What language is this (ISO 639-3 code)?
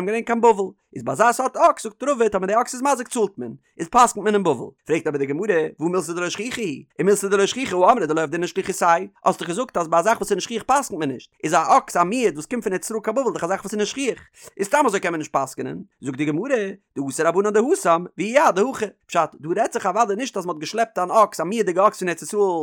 yid